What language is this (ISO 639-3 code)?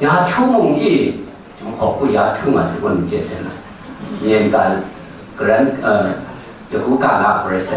kac